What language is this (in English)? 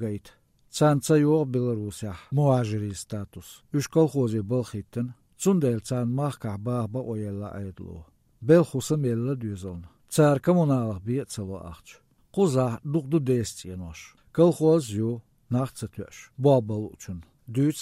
Belarusian